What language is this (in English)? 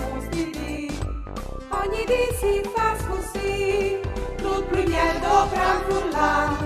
Friulian